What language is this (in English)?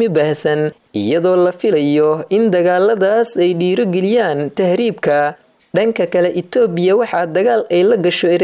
Somali